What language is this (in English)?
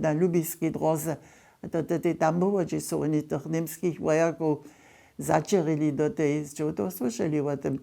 Upper Sorbian